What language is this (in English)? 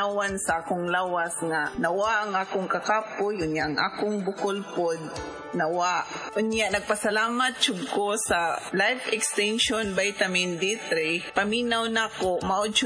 Cebuano